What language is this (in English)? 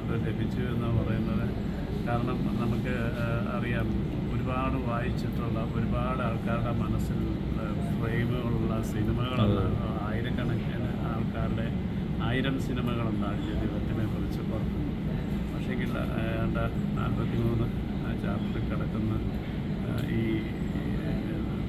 Malayalam